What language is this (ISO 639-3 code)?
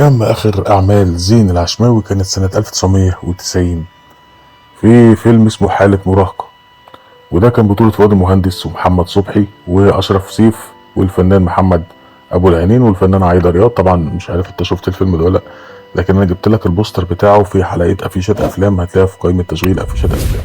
arz